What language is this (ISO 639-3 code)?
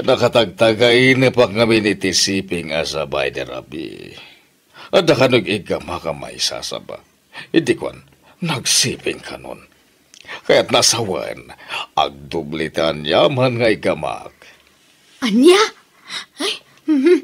ilo